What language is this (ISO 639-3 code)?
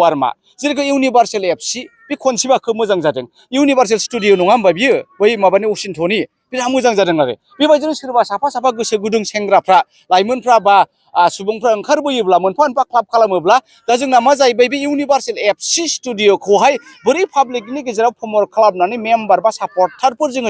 brx